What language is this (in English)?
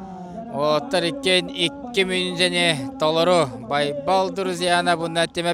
Yakut